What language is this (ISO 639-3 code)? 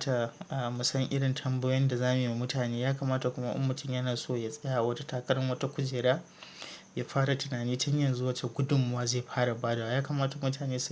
hau